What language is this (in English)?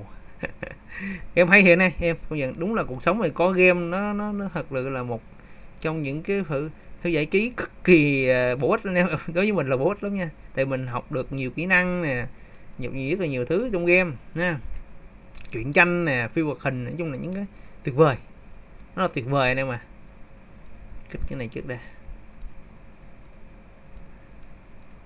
Vietnamese